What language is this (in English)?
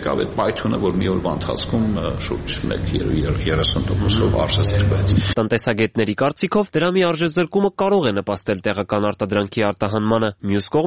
Armenian